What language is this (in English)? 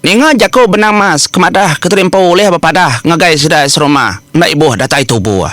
Iban